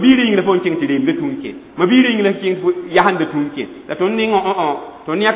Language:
Mossi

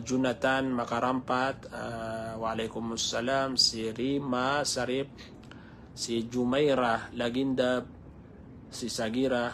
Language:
Maranao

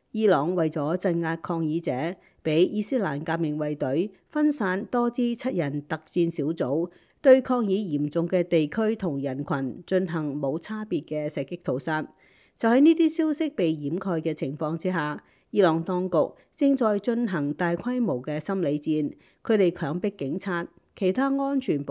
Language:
Cantonese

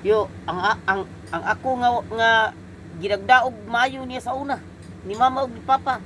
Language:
Cebuano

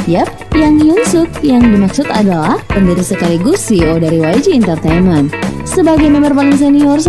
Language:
Indonesian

